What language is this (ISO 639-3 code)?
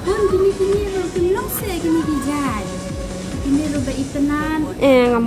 kha